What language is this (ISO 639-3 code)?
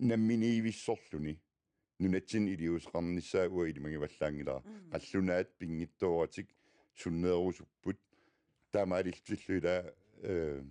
kal